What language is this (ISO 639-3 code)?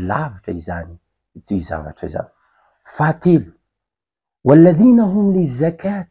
mlg